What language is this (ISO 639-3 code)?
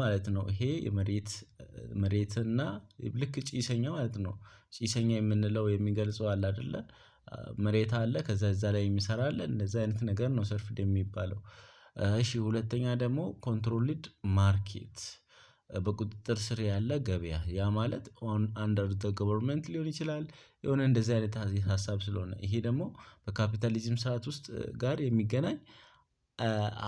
amh